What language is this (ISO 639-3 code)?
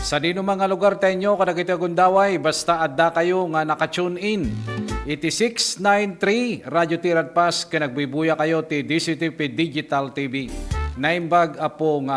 ilo